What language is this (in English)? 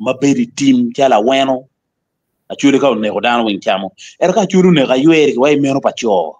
Acoli